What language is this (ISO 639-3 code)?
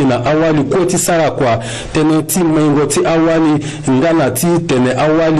sag